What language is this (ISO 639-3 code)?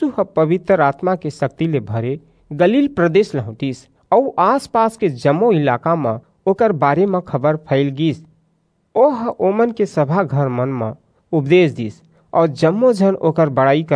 hne